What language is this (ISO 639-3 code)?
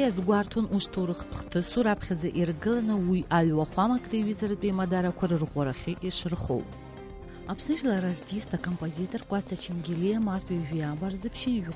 abk